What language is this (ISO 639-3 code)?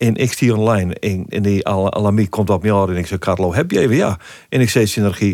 fry